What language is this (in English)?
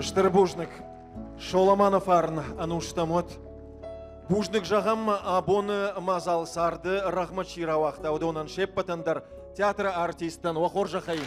Ossetic